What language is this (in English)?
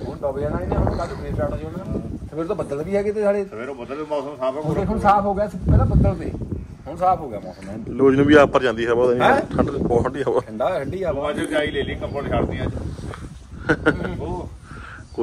Punjabi